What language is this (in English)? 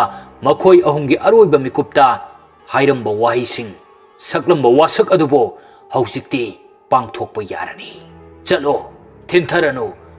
Manipuri